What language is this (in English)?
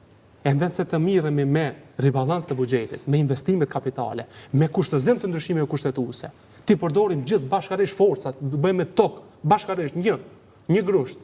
Albanian